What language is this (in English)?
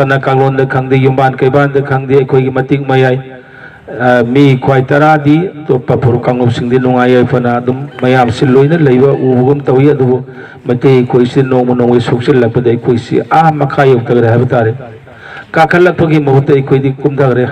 Manipuri